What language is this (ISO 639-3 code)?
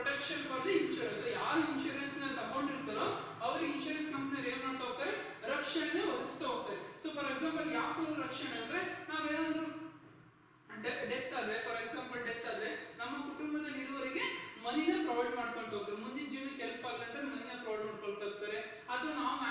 kan